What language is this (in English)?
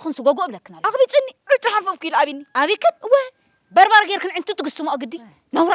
Tigrinya